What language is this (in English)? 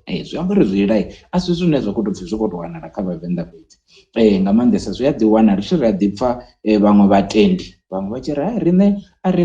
Venda